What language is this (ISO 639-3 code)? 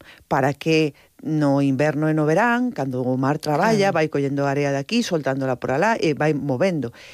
glg